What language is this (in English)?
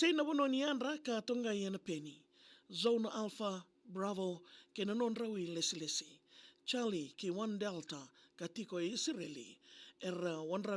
Fijian